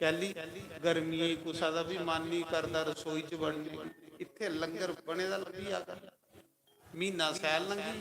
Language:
Dogri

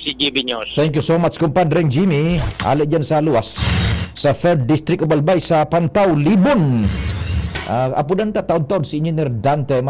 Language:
Bikol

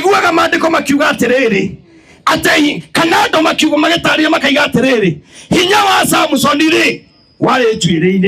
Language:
Kikuyu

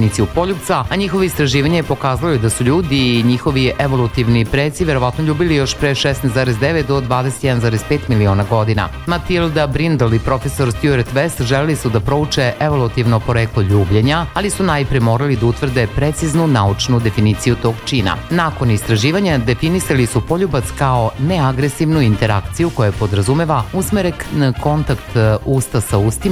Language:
Serbian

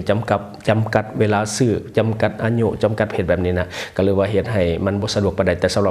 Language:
Lao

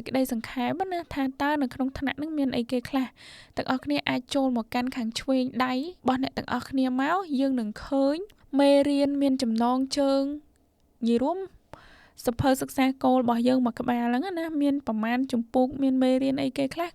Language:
Khmer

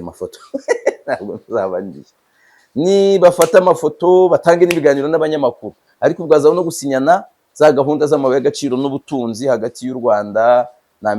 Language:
Kinyarwanda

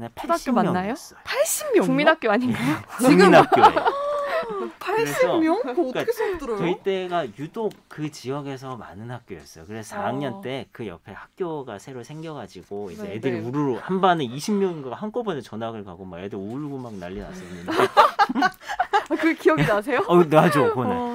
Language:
Korean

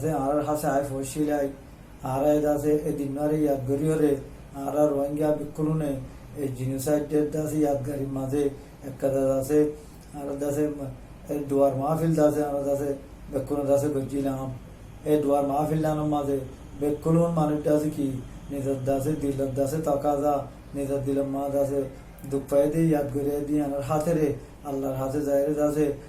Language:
Rohingya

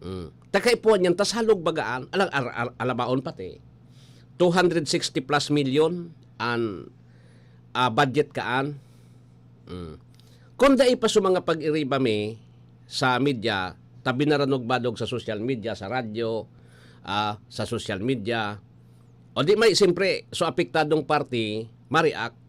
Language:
Bikol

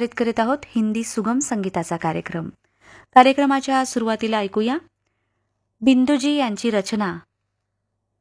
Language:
Marathi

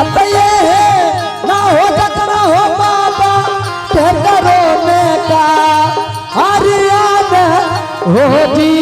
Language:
Angika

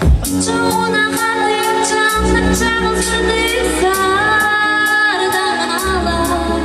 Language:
Yakut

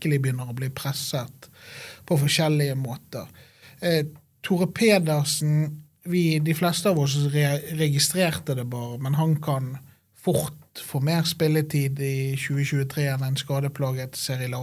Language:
Norwegian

